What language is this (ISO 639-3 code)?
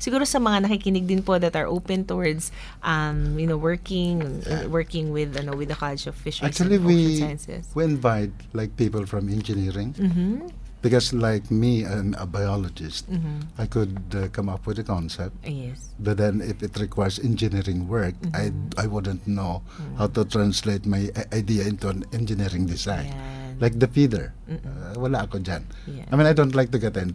fil